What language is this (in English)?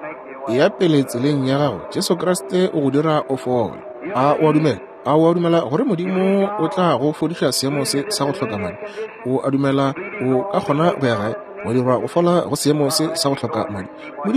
Northern Sotho